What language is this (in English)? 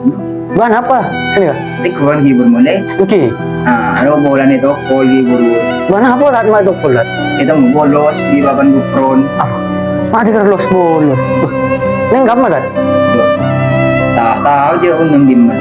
Madurese